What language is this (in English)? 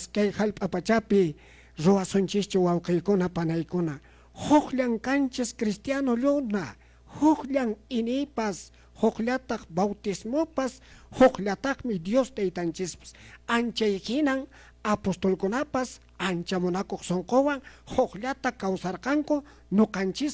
Quechua